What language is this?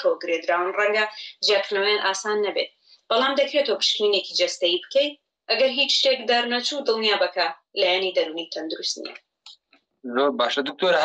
Central Kurdish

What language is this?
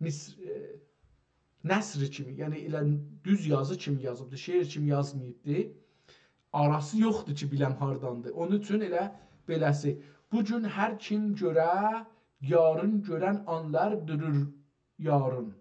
South Azerbaijani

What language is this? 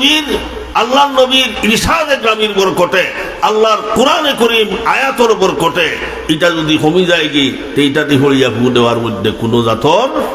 Sylheti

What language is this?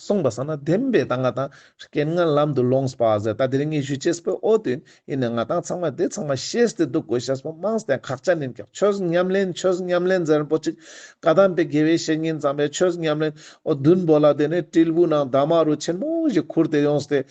Ladakhi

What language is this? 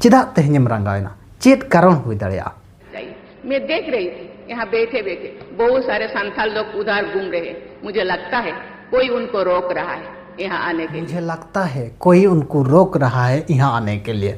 Santali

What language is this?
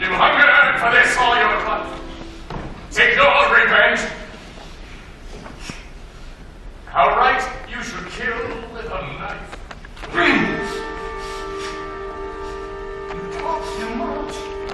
English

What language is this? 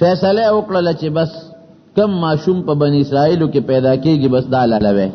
Pashto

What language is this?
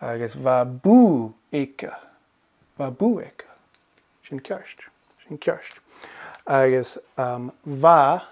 Scottish Gaelic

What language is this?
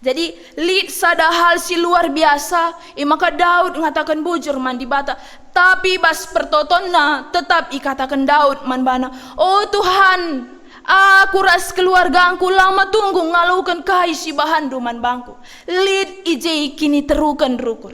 Batak Karo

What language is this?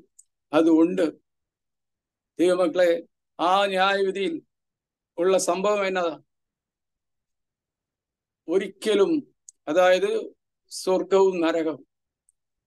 Malayalam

